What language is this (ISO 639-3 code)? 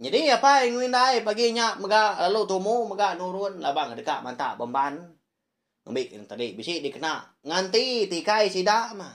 iba